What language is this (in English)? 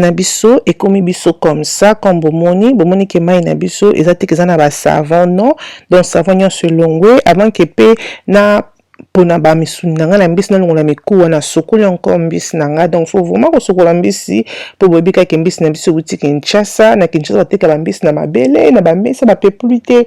Lingala